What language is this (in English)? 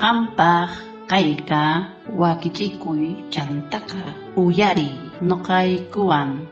South Bolivian Quechua